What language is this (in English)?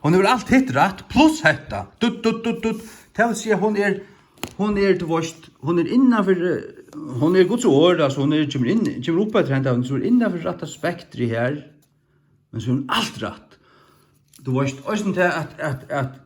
Faroese